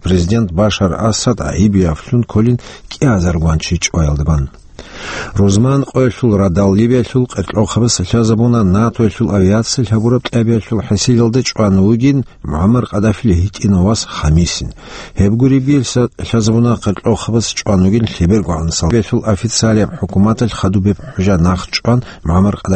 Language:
Avaric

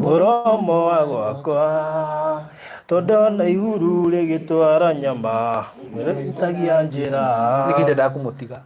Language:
Kikuyu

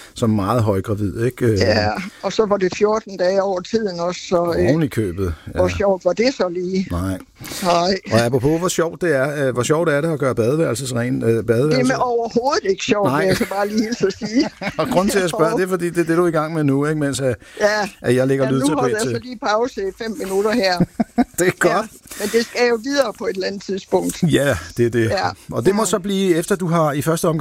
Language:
Danish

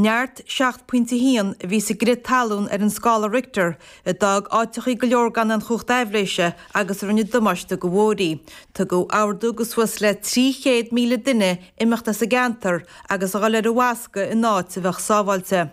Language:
Irish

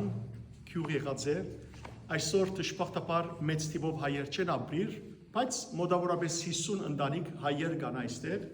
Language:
Western Armenian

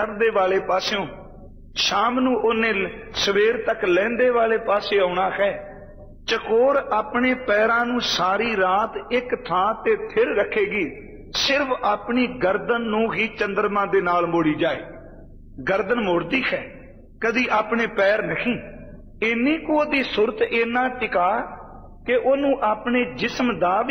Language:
Punjabi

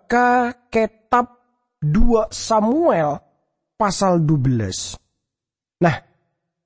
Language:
Madurese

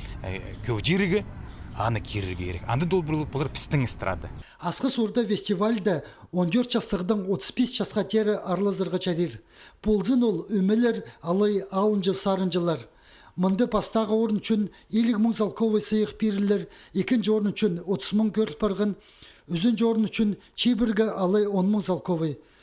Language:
Khakas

